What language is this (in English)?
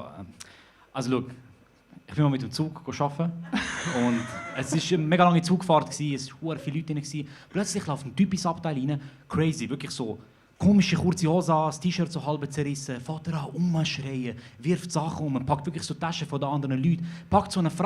Swiss German